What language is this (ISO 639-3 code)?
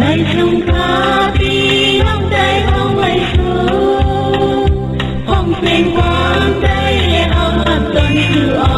shn